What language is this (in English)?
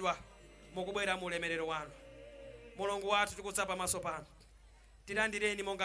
Nyanja